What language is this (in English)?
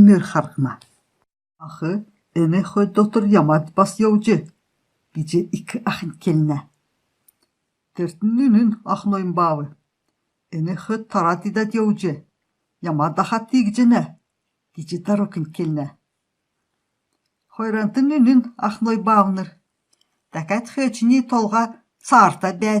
Kalmyk